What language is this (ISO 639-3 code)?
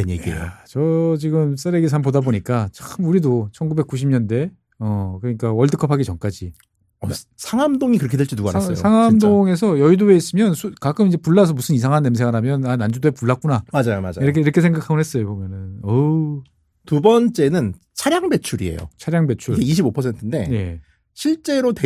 kor